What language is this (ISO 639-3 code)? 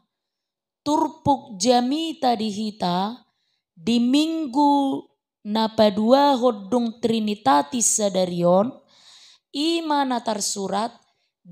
bbc